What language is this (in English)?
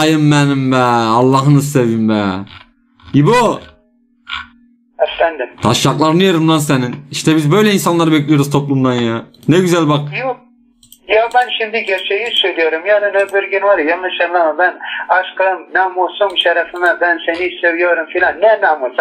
Turkish